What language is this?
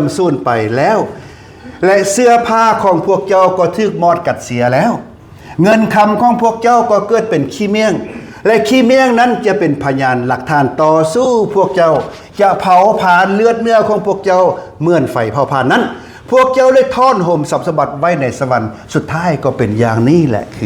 Lao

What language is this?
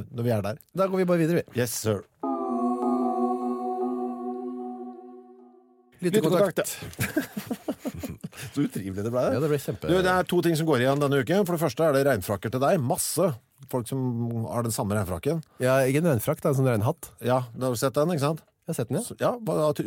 Norwegian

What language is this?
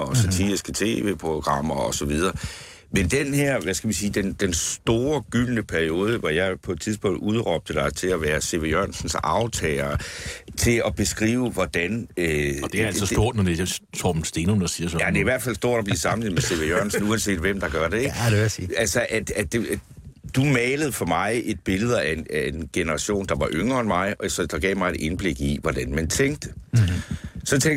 Danish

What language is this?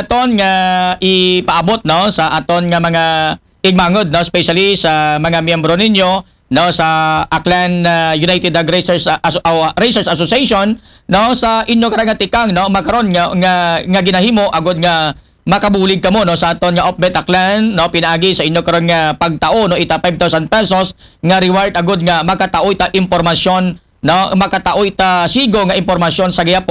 Aklanon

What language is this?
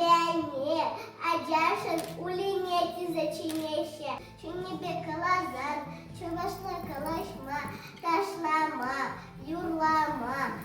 Chuvash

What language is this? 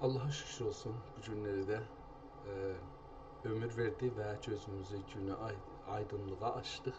South Azerbaijani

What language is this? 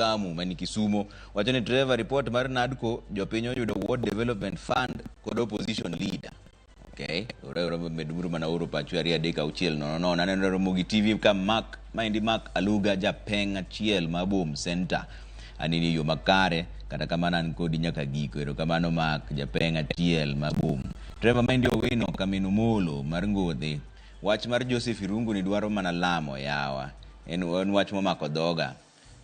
Luo (Kenya and Tanzania)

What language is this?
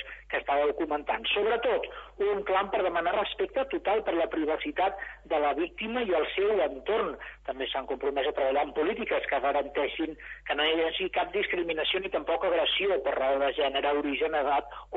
Catalan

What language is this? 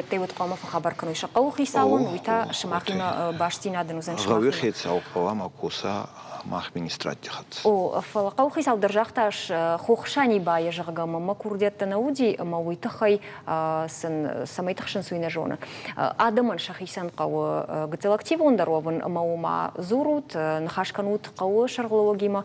Ossetic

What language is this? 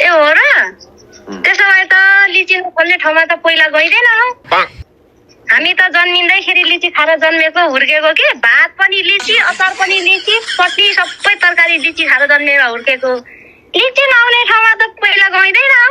Nepali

